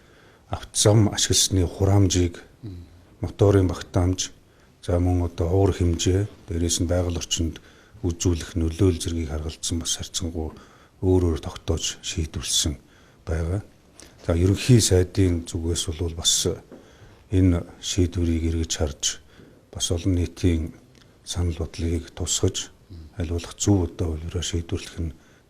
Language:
Mongolian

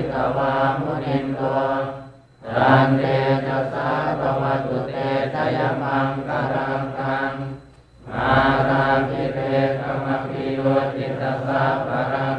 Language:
Pali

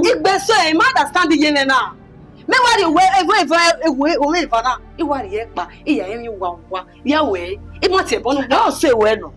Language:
Bini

